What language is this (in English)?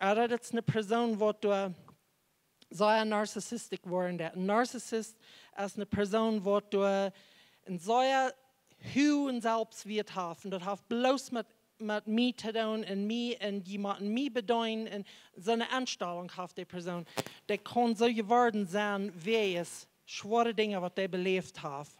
Plautdietsch